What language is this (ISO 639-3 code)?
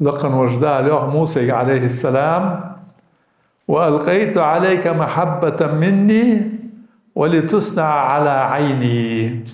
inh